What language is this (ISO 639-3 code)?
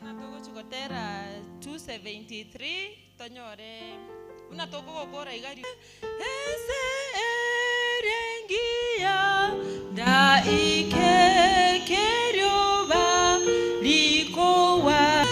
guz